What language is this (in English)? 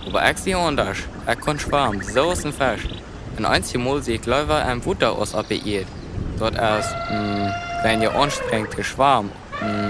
Plautdietsch